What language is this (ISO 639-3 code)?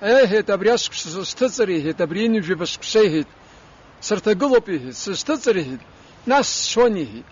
abk